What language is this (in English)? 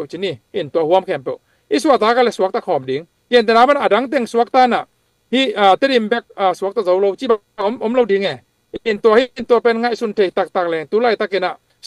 Tedim Chin